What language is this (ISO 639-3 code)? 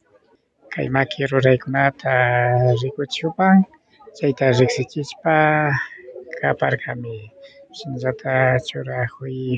qvi